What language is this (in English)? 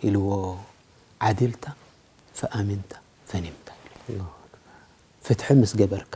Tigrinya